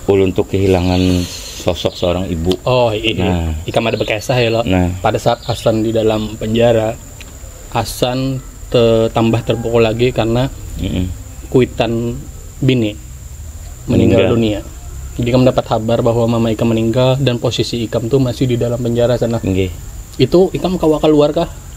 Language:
Banjar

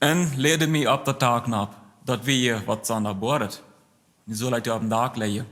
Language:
Plautdietsch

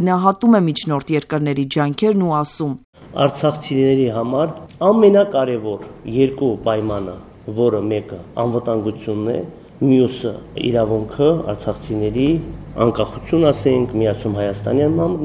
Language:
Armenian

